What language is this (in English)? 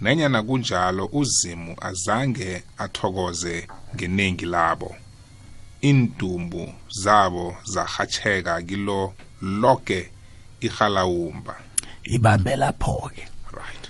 South Ndebele